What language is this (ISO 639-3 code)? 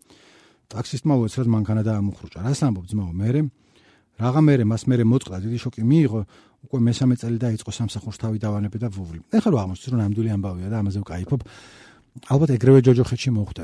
kat